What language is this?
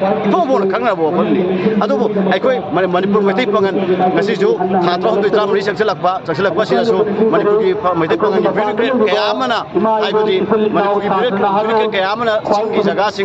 Manipuri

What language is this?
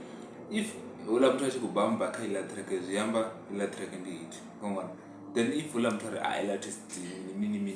Venda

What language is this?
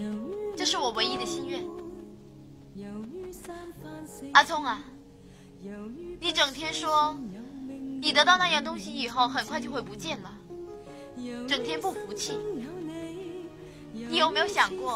Chinese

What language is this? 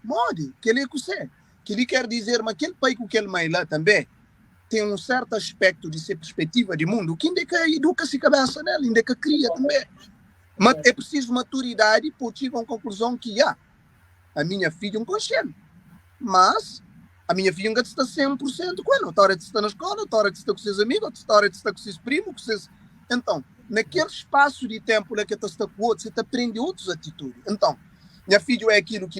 Kabuverdianu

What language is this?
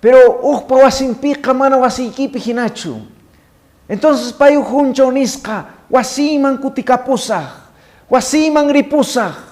Quechua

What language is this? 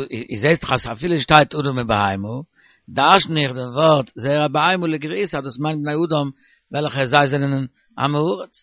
Yiddish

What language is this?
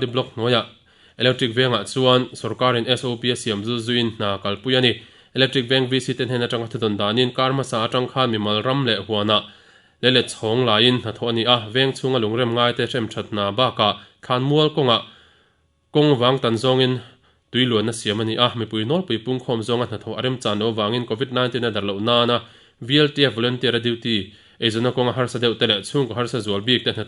Mizo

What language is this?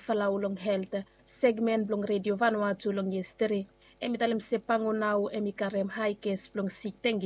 Bislama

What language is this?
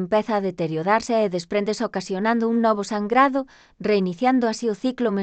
Galician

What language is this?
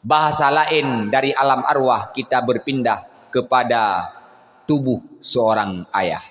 Achinese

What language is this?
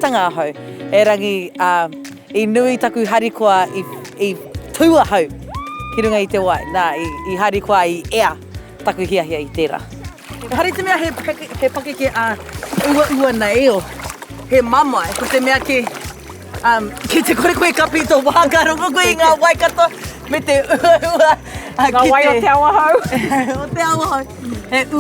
Māori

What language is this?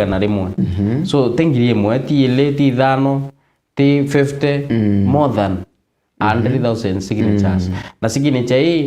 Meru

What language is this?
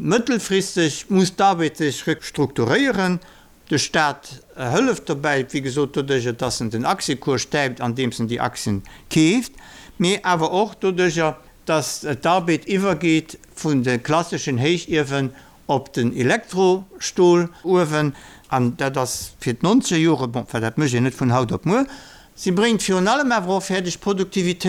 Luxembourgish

